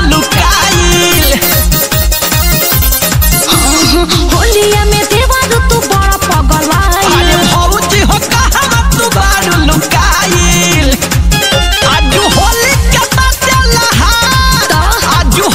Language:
Bhojpuri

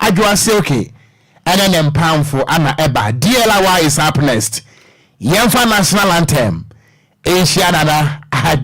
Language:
Akan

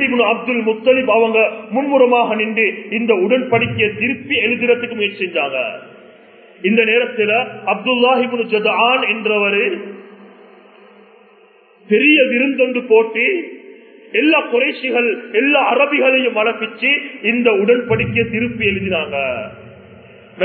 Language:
Tamil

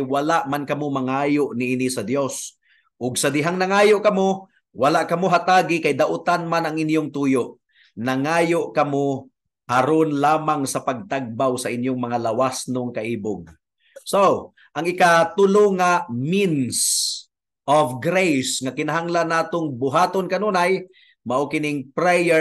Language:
Cebuano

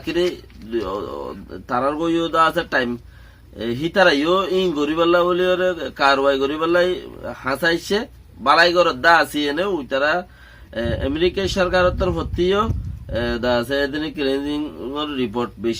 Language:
Rohingya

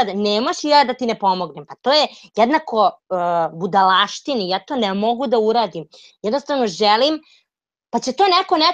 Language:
Serbian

